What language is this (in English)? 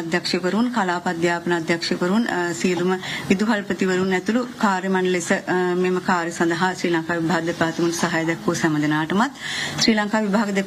Sinhala